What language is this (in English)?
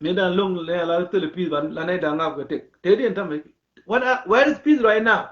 Nuer